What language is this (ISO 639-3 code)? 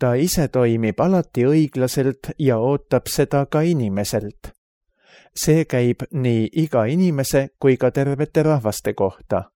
est